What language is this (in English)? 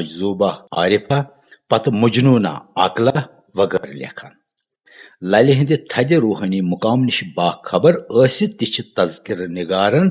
Kashmiri